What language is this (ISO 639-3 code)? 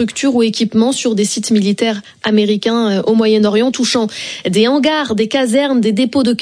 fra